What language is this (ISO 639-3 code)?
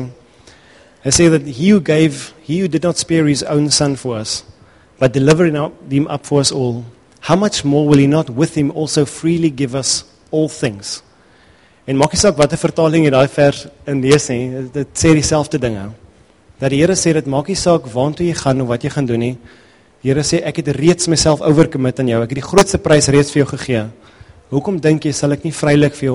afr